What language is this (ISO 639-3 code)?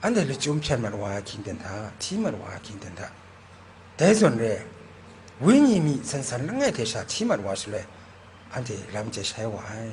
kac